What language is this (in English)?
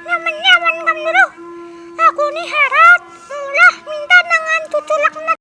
Banjar